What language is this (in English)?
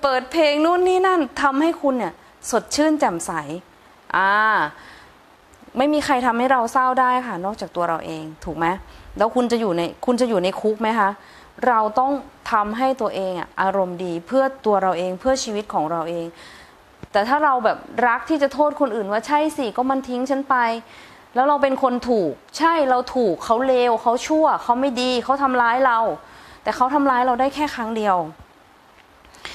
Thai